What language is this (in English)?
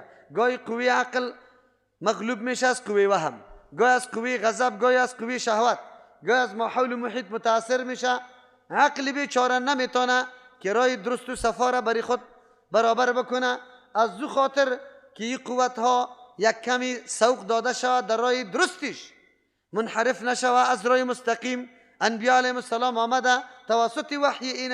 Persian